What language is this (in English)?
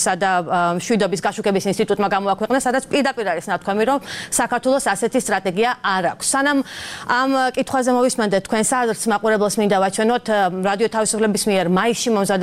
Georgian